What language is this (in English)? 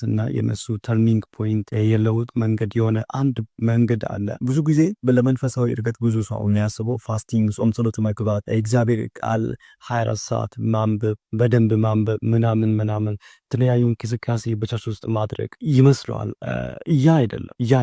Amharic